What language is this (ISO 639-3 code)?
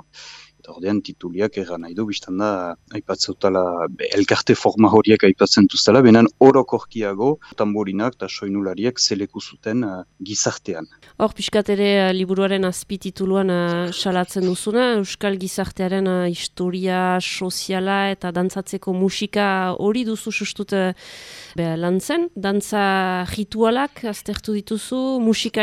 eus